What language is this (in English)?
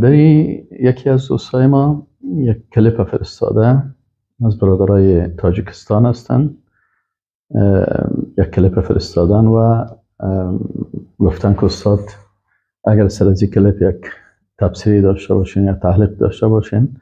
Persian